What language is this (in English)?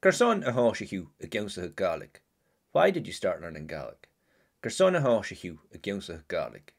Scottish Gaelic